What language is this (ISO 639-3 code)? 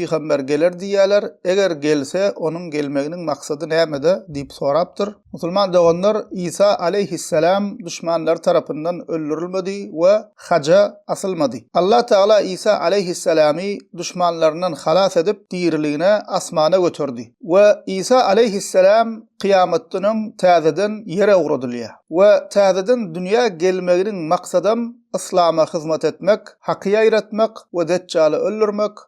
tuk